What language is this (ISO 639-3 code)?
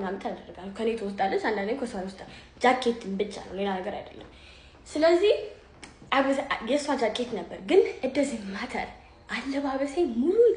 amh